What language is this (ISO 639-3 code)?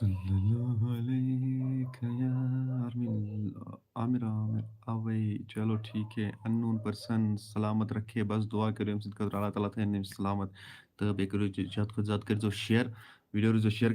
kas